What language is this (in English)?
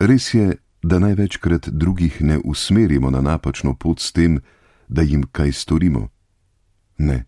Slovenian